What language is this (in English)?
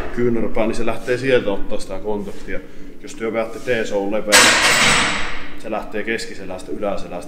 Finnish